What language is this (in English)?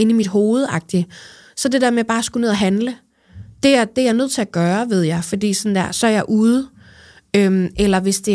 Danish